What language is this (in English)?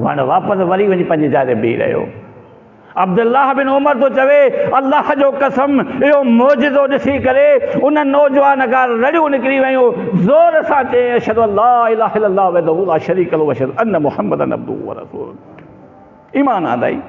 Sindhi